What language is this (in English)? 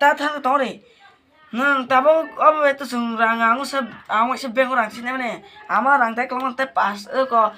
Kok Borok